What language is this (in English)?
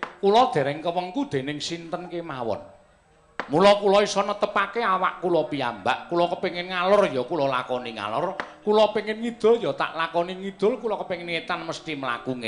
Javanese